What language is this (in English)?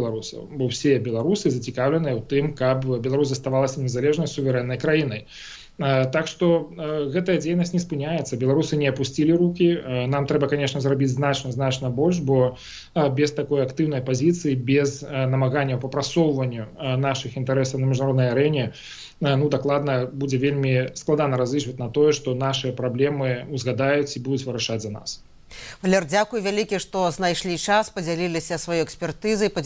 Belarusian